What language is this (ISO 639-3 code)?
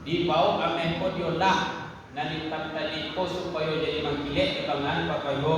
min